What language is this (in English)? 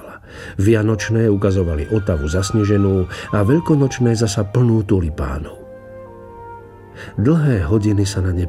Slovak